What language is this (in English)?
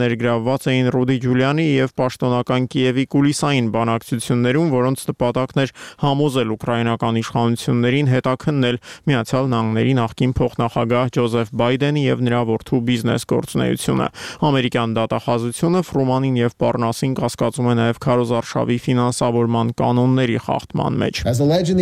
Armenian